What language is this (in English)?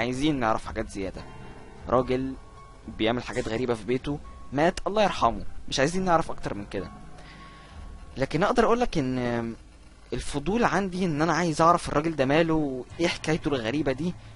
Egyptian Arabic